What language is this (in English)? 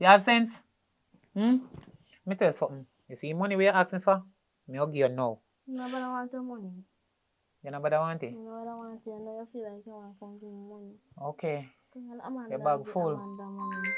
Jamaican Creole English